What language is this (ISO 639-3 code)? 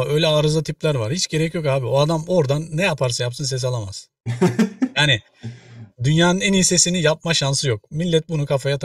tur